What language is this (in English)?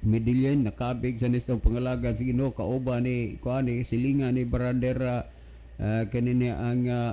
Cebuano